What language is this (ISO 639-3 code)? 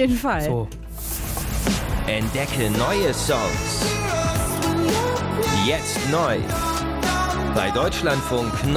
deu